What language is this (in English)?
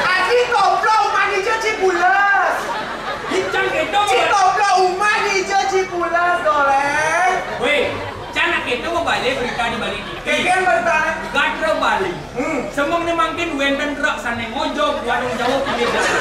Balinese